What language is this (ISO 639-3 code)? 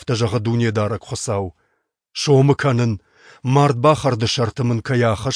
oss